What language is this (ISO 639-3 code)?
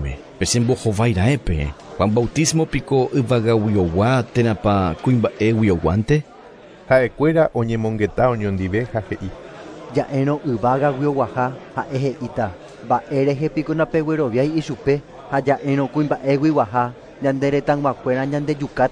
grn